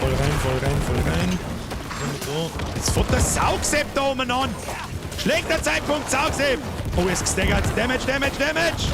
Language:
Bavarian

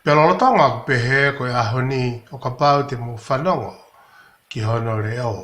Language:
Tongan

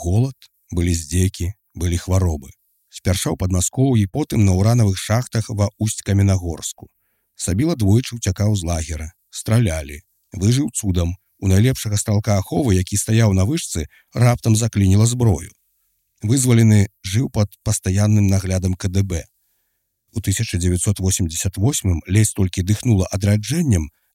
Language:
Belarusian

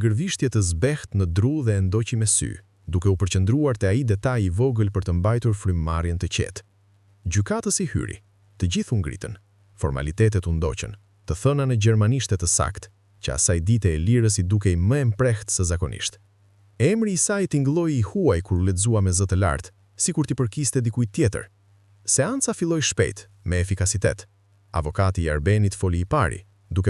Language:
Albanian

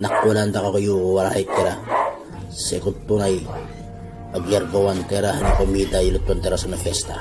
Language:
Itawit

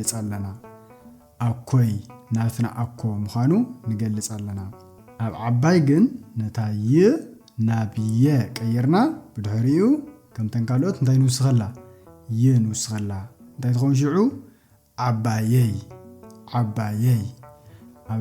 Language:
Tigrinya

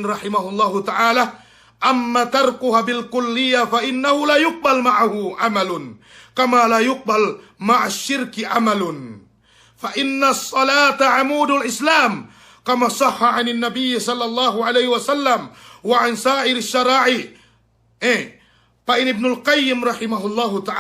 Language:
Yakan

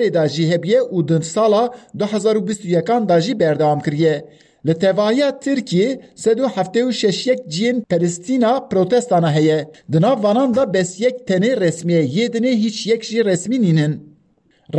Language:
Kurdish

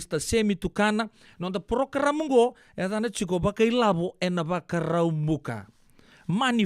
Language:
Fijian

